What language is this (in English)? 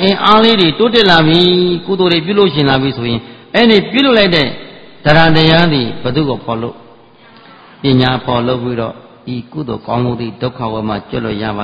Burmese